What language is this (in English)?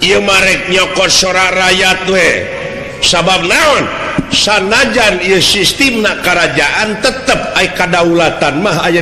Sundanese